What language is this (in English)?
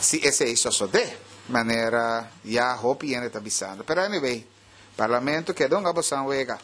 Papiamento